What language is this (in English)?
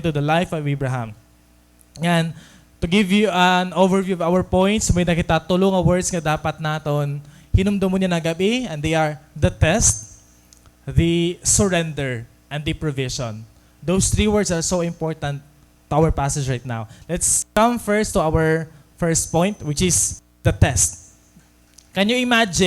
Waray